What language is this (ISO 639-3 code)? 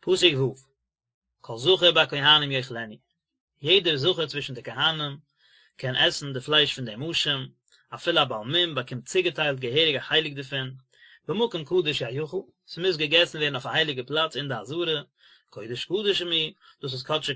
yid